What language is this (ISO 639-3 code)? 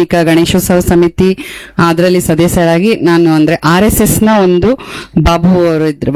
kan